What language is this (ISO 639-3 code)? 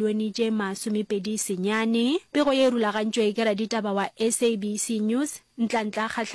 nso